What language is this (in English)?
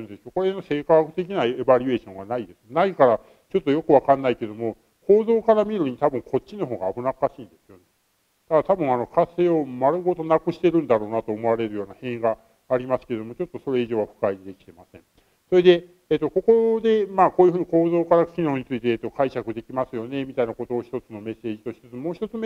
Japanese